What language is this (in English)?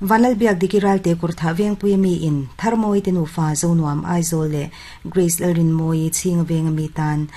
Mizo